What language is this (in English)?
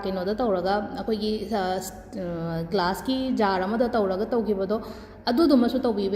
Manipuri